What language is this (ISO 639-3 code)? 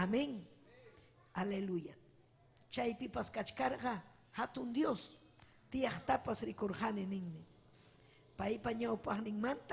quy